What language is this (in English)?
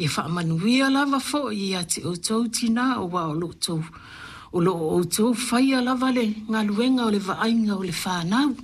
Samoan